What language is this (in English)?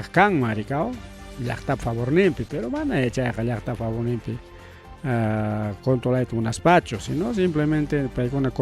Ayacucho Quechua